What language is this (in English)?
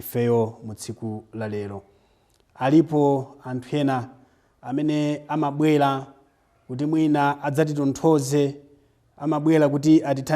Nyanja